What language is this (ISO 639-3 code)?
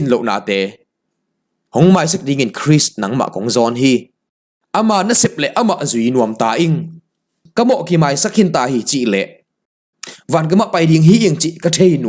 ctd